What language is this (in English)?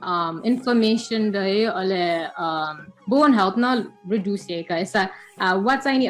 Newari